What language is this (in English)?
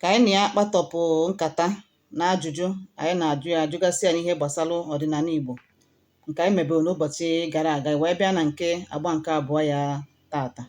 Igbo